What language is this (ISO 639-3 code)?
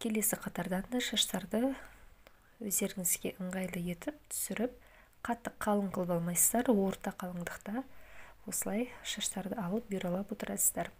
kaz